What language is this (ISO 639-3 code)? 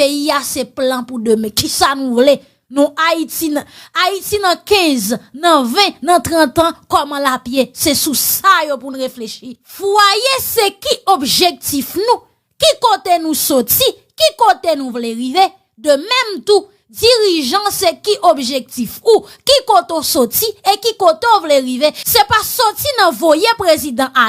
hat